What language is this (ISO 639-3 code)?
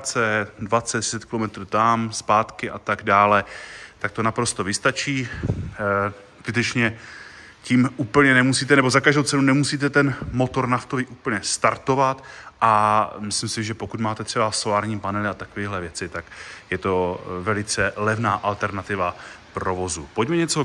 ces